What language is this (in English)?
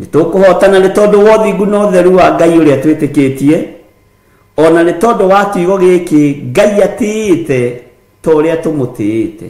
Kikuyu